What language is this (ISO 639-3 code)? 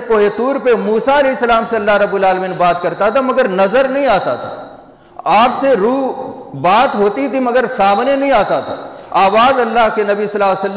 urd